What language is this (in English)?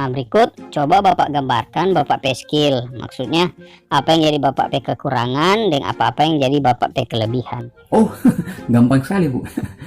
Manado Malay